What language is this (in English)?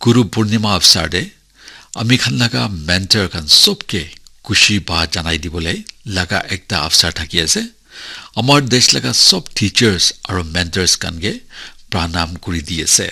Naga Pidgin